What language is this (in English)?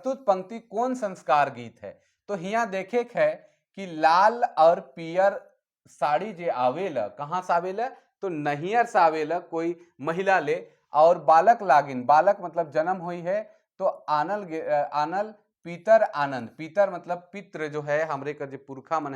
Sadri